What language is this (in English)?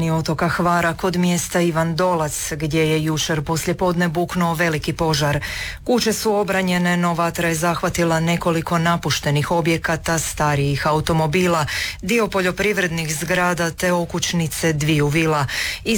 Croatian